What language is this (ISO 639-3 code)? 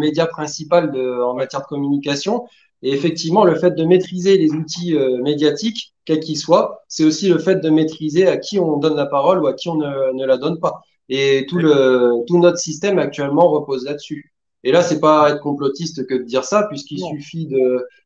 fra